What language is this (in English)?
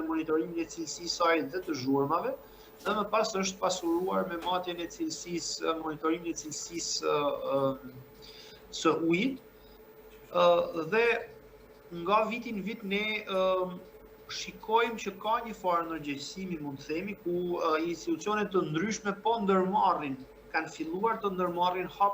Albanian